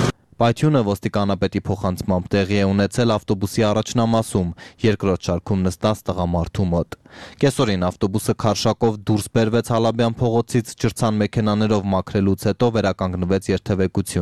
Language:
Armenian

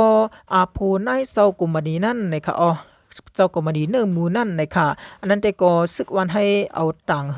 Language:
Shan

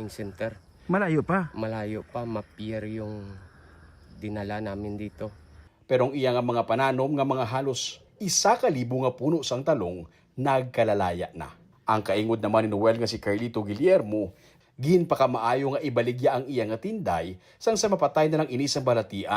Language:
Hiligaynon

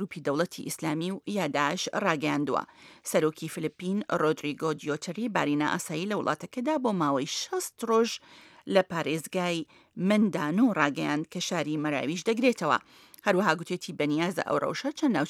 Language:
Central Kurdish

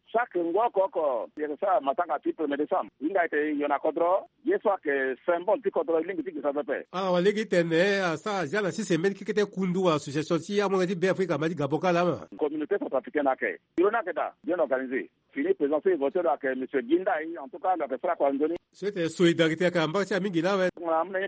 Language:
Sango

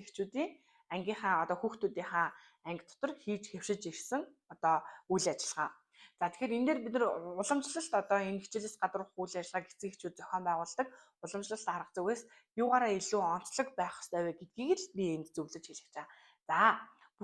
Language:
Mongolian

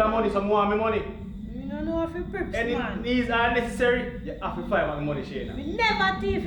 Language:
Jamaican Creole English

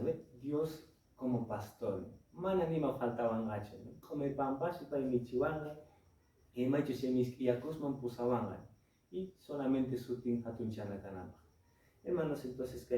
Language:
Quechua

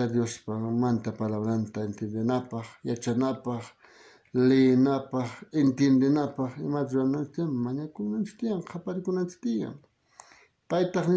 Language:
South Bolivian Quechua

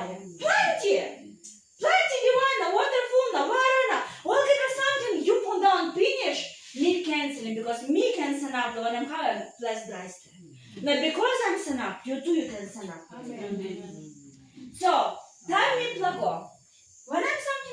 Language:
Tok Pisin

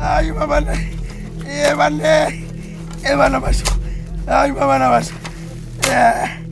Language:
Venda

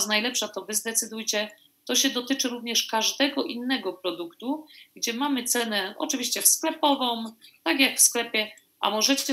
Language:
Polish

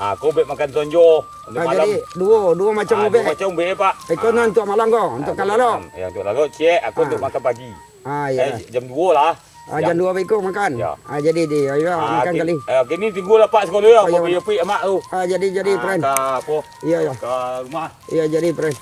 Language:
Minangkabau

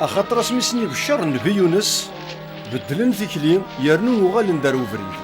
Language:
Kabyle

